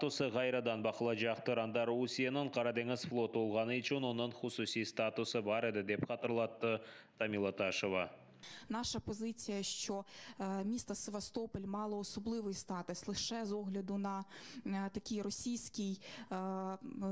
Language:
Crimean Tatar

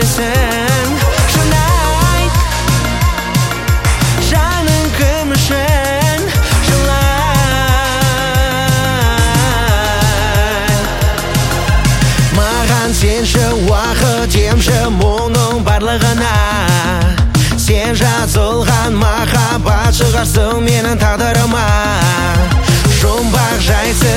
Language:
Kazakh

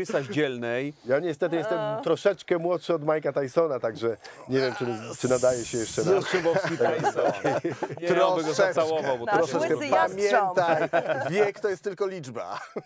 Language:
Polish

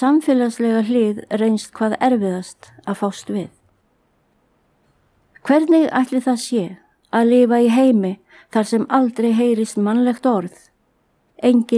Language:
Icelandic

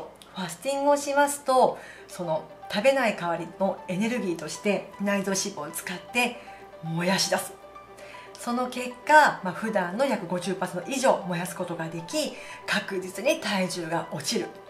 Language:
Japanese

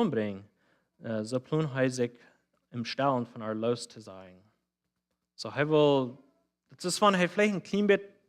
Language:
Plautdietsch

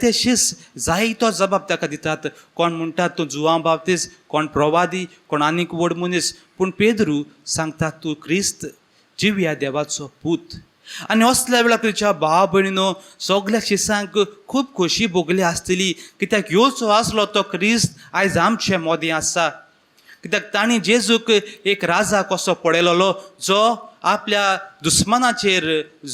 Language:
Konkani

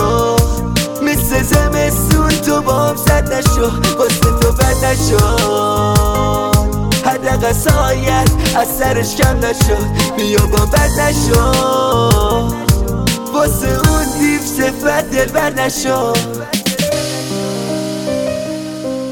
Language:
Persian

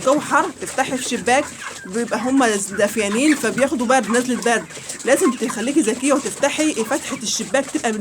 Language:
Egyptian Arabic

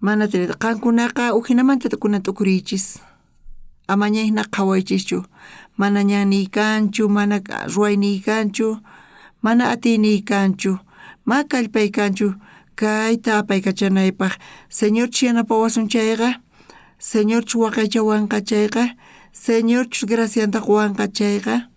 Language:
South Bolivian Quechua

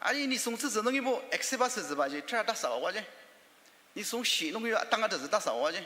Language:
Ao Naga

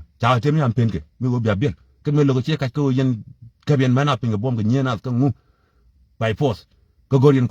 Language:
Nuer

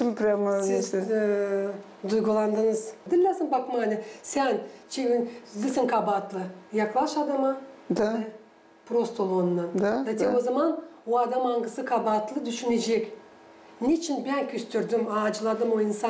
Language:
Gagauz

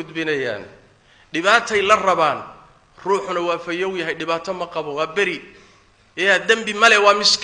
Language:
Somali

